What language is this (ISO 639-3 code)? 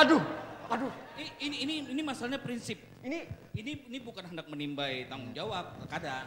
bjn